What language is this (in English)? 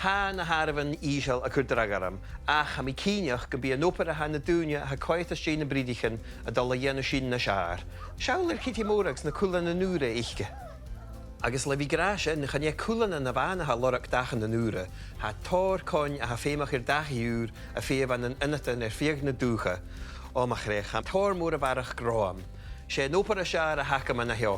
Scottish Gaelic